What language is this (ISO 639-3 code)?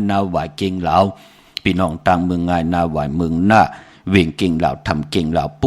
shn